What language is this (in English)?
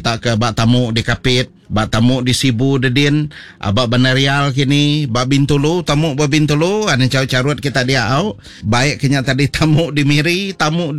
Iban